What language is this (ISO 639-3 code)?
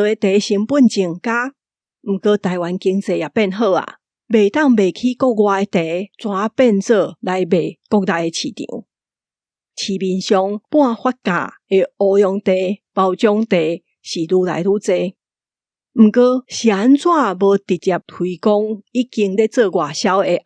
nan